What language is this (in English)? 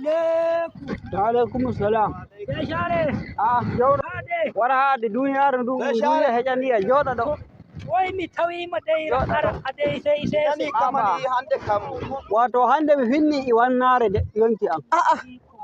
Nigerian Fulfulde